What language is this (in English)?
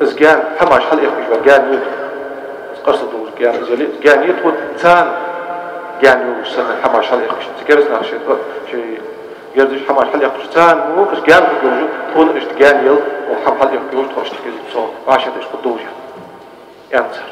Ingush